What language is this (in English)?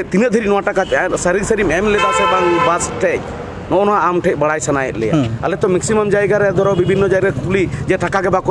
Santali